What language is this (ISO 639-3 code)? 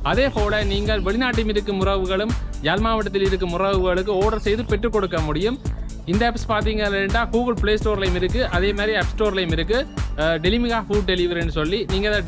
tam